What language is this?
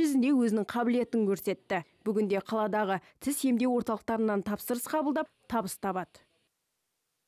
Kazakh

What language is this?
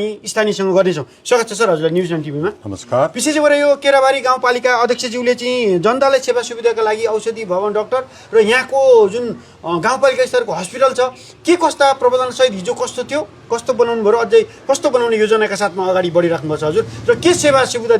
Nepali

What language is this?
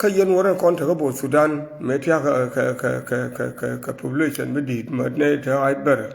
Nuer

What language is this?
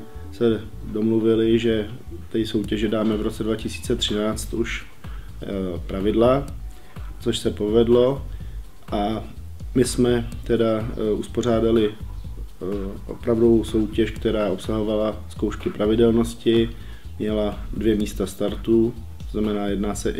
Czech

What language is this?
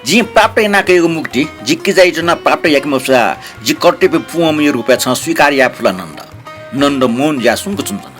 Newari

